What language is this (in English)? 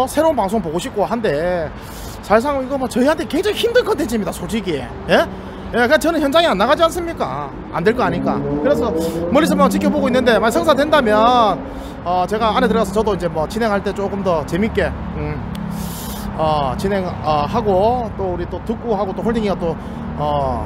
Korean